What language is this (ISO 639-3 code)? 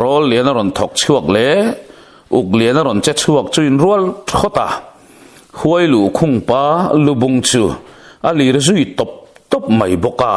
lus